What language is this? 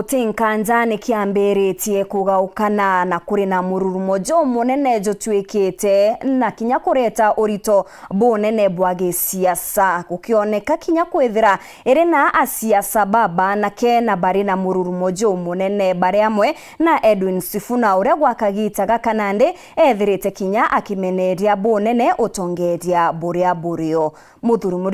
Meru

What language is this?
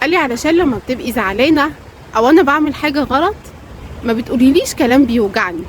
Egyptian Arabic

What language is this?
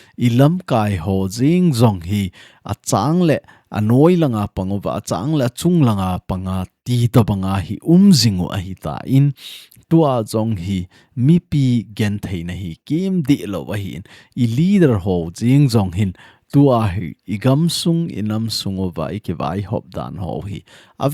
Thado Chin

